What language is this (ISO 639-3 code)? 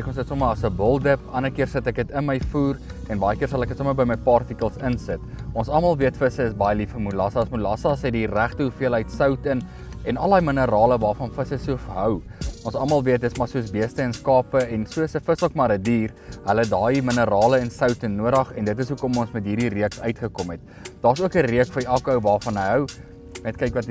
afr